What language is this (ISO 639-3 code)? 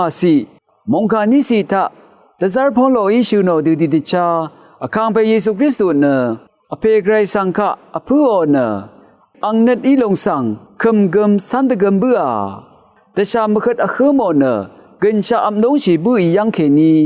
raw